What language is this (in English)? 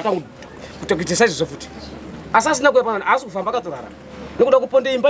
Shona